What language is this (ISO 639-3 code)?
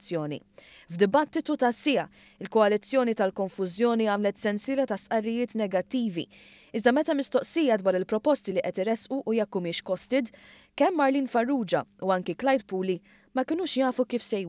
mlt